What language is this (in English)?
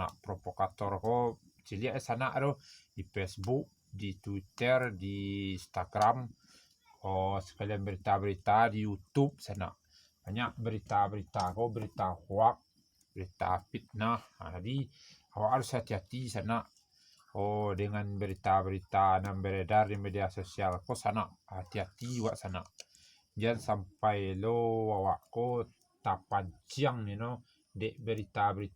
Minangkabau